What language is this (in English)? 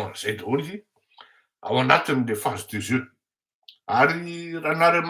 Malagasy